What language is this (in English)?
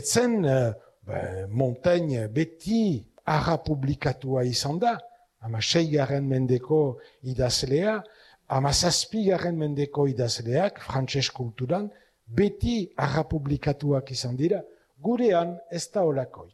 Basque